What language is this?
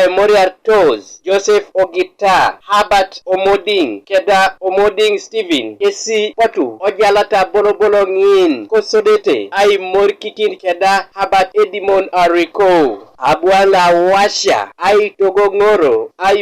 Teso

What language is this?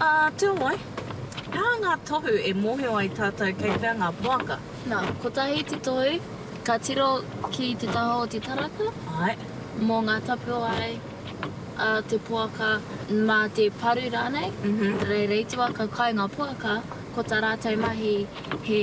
Māori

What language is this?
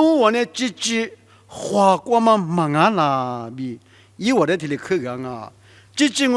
Lisu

